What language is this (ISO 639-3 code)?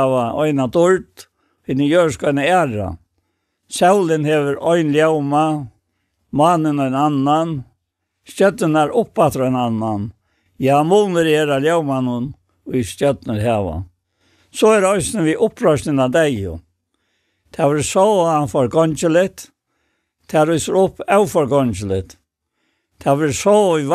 fao